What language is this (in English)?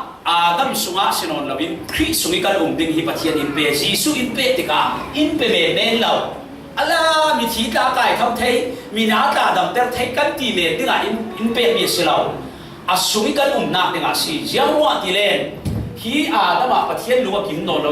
Falam Chin